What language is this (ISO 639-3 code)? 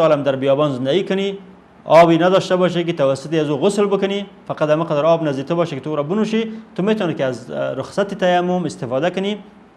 fas